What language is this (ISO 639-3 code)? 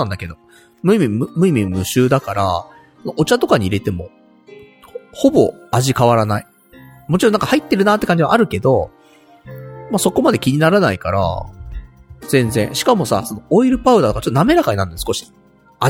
jpn